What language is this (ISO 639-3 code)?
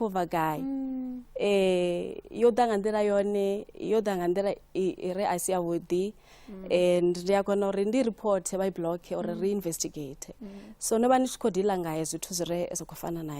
ven